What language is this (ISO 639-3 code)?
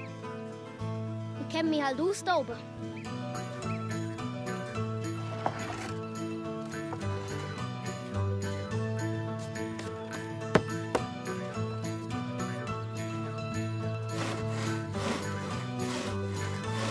deu